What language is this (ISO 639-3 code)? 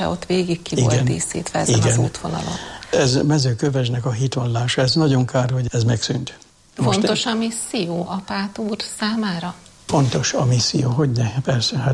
hun